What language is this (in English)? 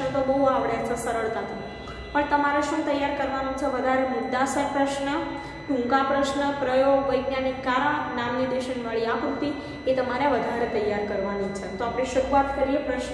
Gujarati